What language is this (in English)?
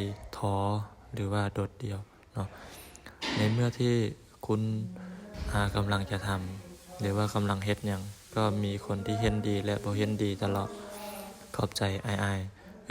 Lao